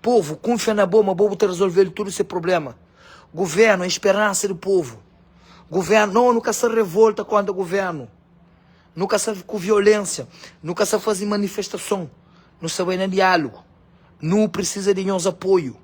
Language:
Kabuverdianu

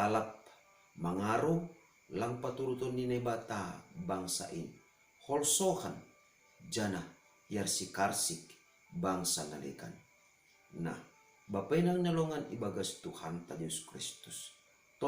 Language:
Batak Simalungun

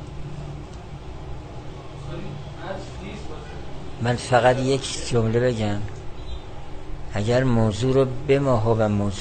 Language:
Persian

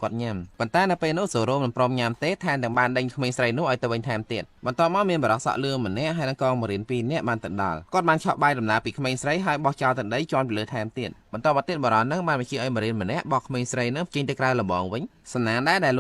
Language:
Khmer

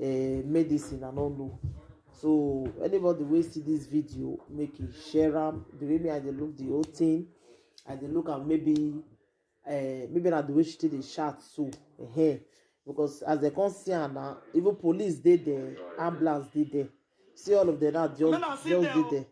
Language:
Nigerian Pidgin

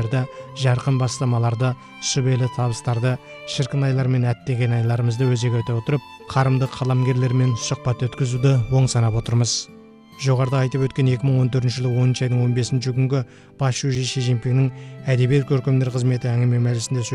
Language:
Kazakh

